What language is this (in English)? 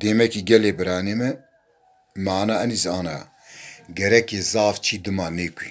Zaza